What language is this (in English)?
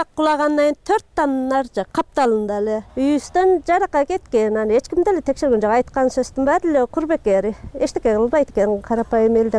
Kyrgyz